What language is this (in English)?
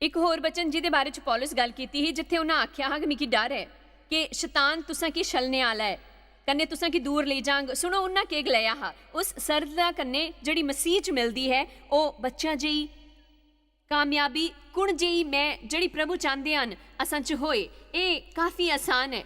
Dogri